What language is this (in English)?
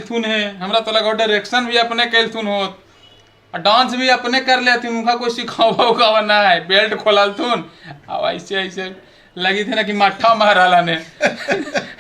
Magahi